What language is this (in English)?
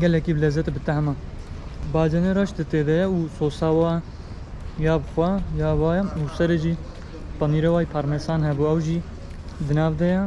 Kurdish